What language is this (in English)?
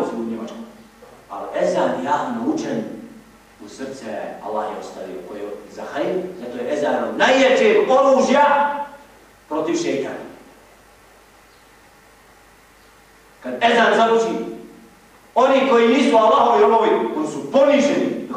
Bosnian